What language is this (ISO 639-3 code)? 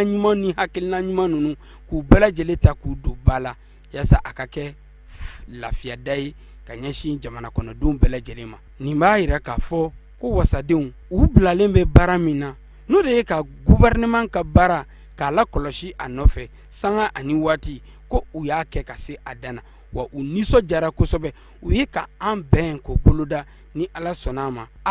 bam